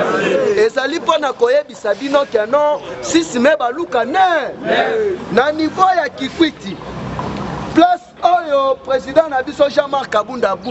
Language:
Lingala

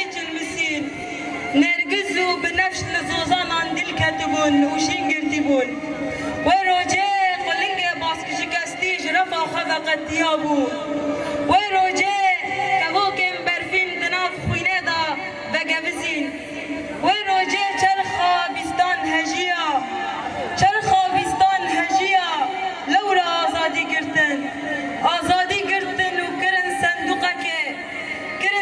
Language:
Kurdish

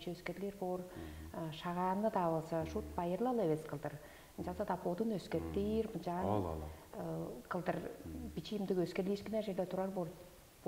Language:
Tuvinian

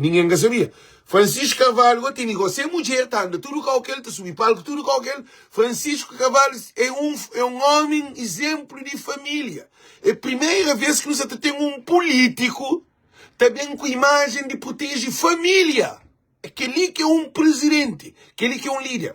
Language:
Kabuverdianu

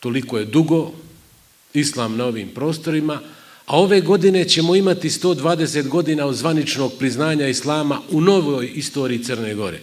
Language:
Bosnian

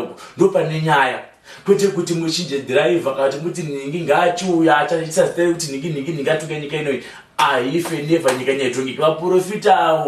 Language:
Shona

